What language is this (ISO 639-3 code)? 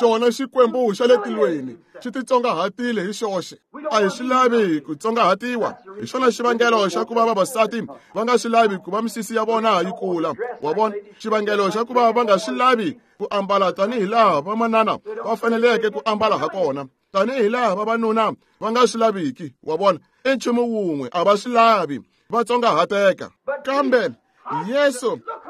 tso